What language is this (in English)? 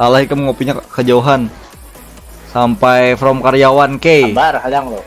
Banjar